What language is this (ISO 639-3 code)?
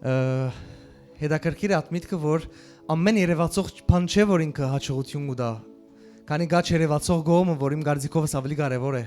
hyw